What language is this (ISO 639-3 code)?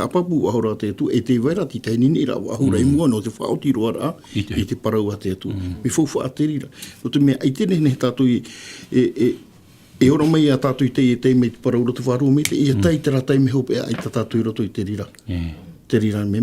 tah